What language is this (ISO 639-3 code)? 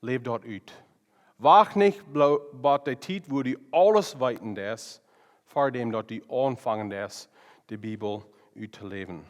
pdt